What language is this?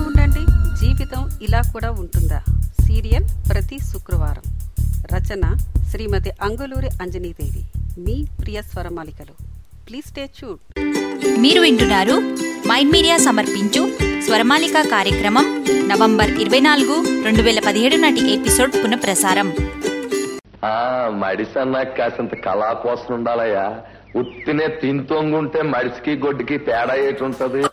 Telugu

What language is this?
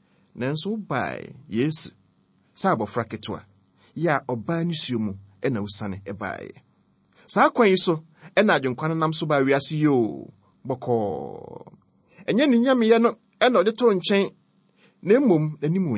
Akan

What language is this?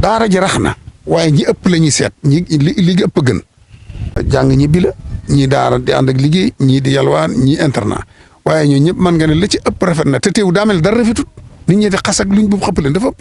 Wolof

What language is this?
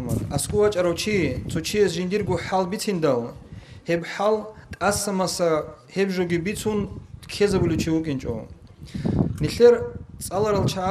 Avaric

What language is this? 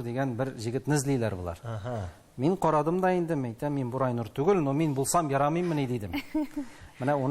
Tatar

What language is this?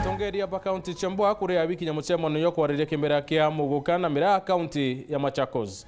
Meru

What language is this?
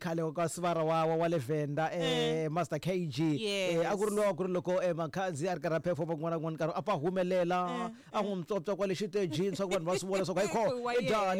Tsonga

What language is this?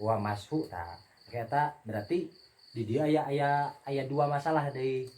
Sundanese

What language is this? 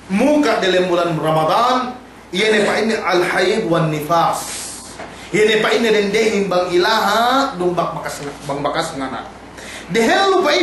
Yakan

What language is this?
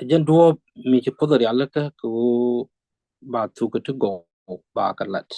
Nuer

